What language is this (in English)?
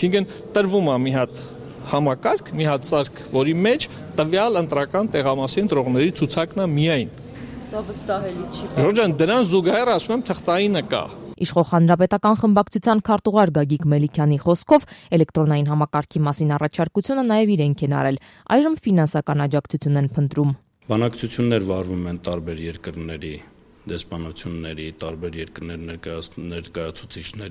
Armenian